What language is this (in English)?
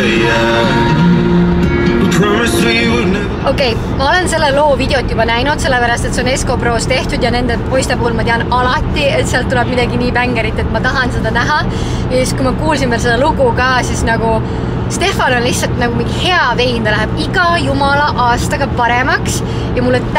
Estonian